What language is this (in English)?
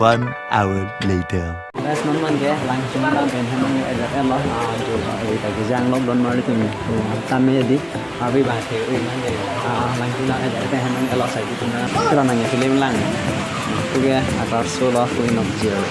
Karbi